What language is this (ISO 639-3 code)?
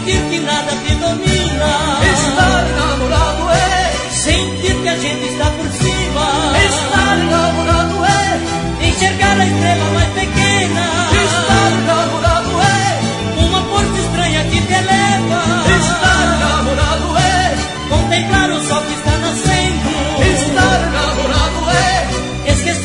por